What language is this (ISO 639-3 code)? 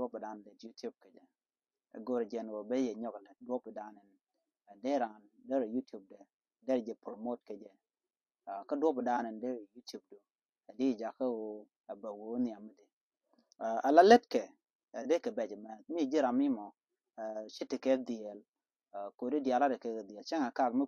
nus